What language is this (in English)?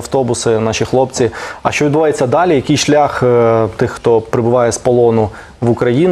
Ukrainian